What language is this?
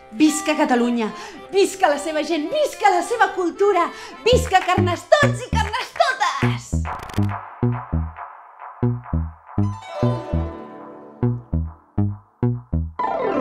Catalan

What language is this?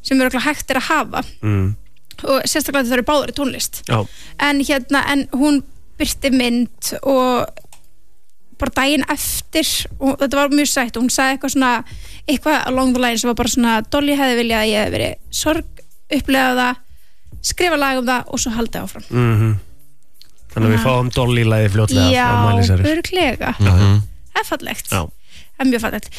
Icelandic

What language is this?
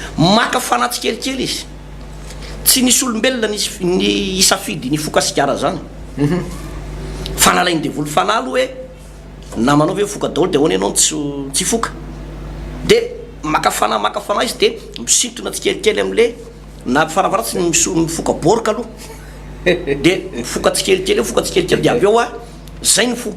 Malagasy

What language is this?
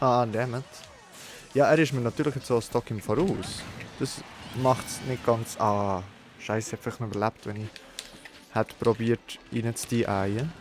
Swiss German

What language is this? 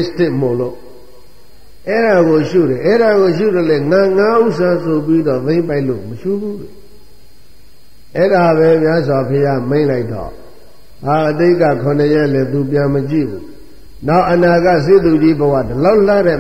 Burmese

